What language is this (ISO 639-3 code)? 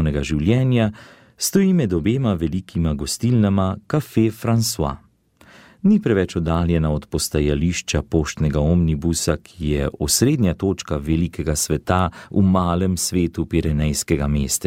slv